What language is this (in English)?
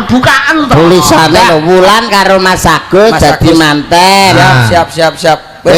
Javanese